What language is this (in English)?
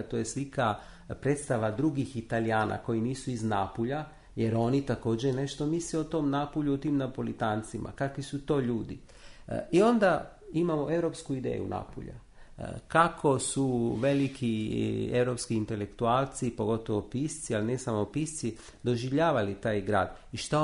Croatian